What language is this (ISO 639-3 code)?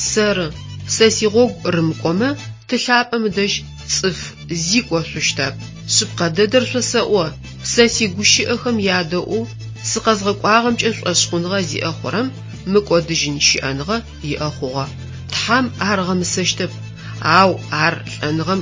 ady